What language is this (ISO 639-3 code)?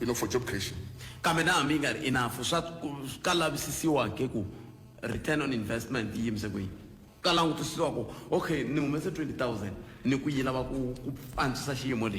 tso